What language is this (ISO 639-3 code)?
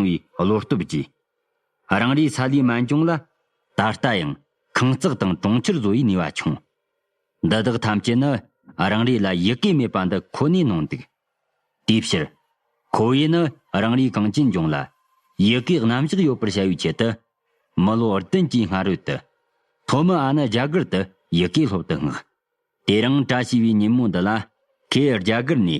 bod